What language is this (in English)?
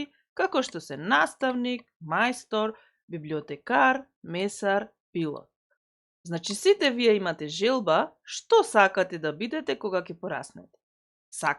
Macedonian